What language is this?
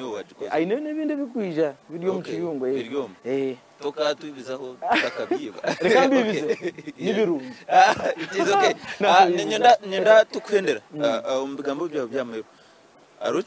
Nyankole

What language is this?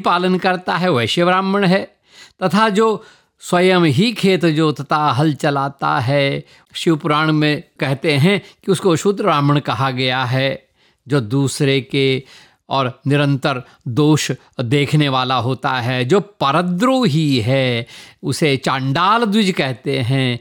Hindi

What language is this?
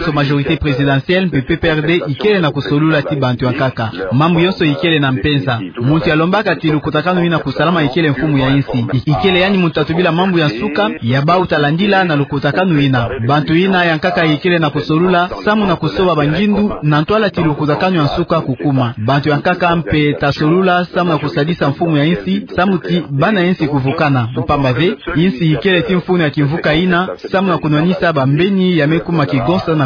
Kituba (Democratic Republic of Congo)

